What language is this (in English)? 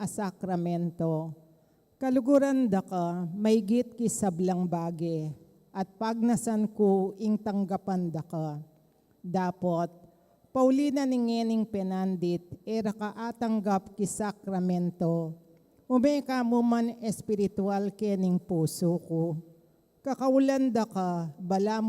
Pampanga